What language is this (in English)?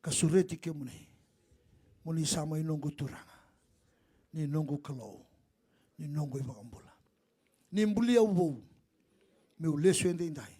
Fijian